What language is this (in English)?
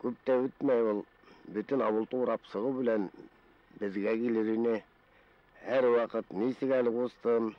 Bashkir